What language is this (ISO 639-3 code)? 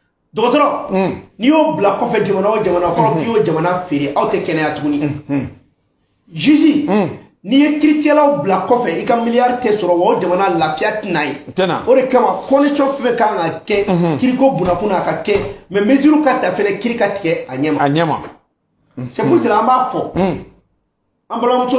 bam